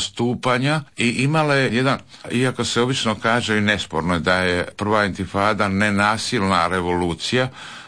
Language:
Croatian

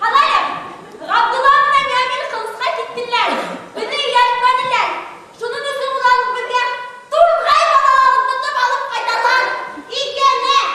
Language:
Bashkir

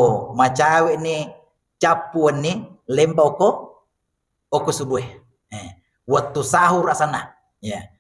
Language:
Buginese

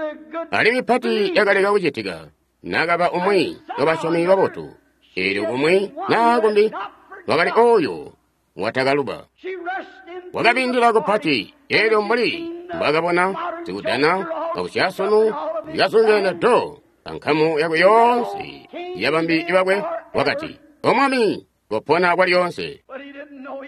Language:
Tonga (Zambia)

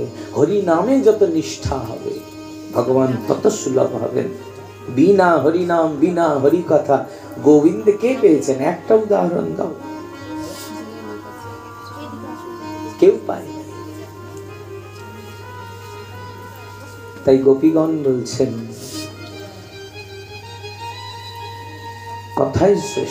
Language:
Bangla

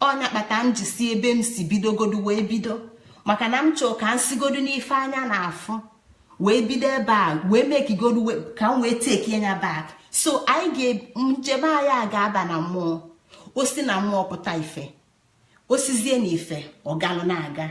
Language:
Igbo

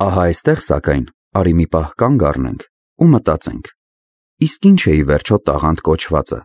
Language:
Armenian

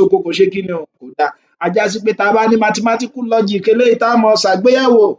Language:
Yoruba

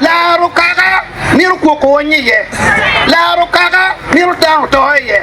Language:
Acoli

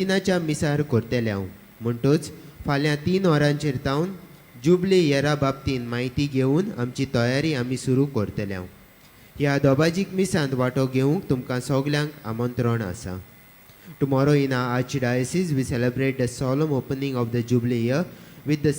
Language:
Konkani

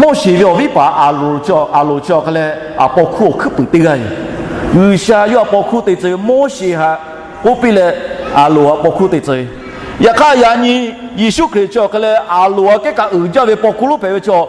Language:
Lahu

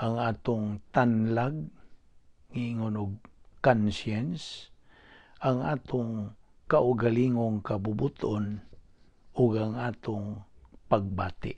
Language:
Cebuano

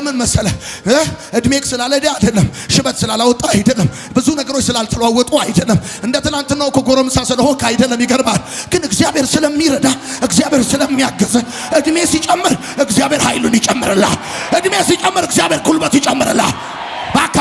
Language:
Amharic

